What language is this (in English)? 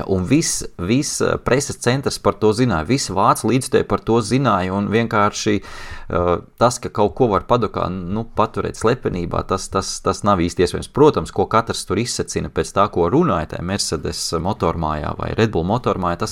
Latvian